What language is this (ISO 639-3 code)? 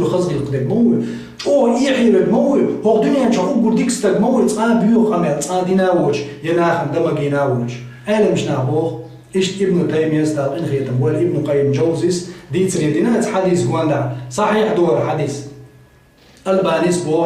che